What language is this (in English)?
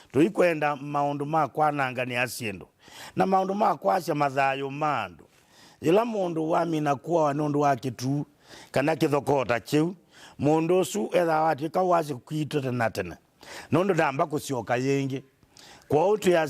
Kamba